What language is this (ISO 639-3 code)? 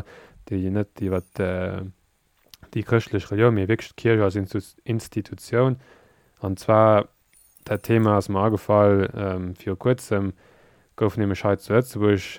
ltz